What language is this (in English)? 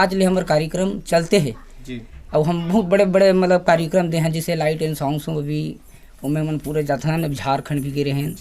Chhattisgarhi